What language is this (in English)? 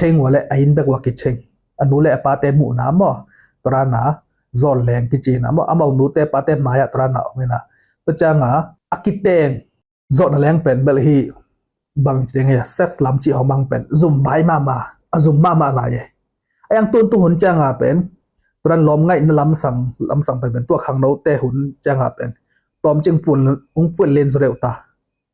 Tedim Chin